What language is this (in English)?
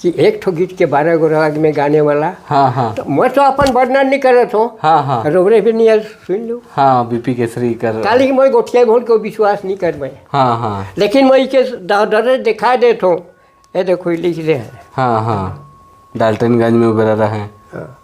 Sadri